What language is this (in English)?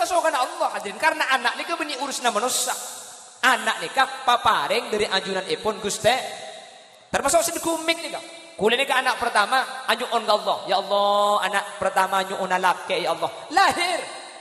Madurese